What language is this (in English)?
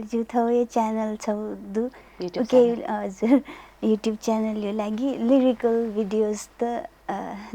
Newari